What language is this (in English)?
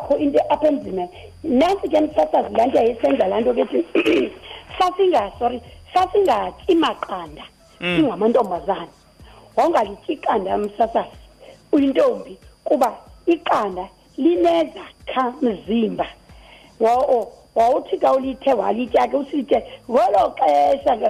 Xhosa